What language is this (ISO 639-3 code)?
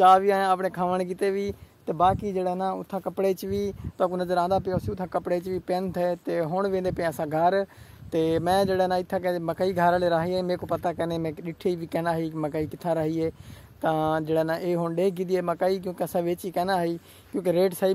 skr